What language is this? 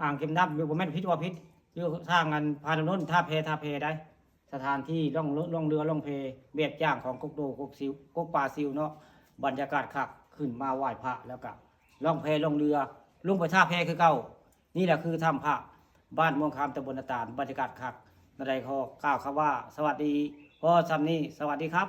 Northeastern Thai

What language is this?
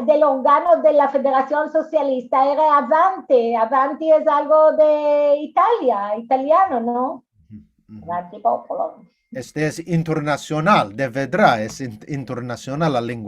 Ladino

